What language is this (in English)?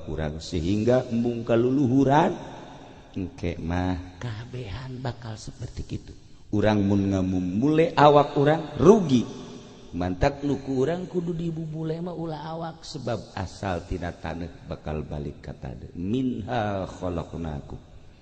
Sundanese